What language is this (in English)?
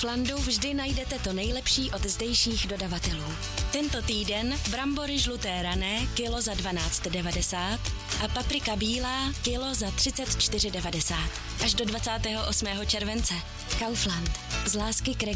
Czech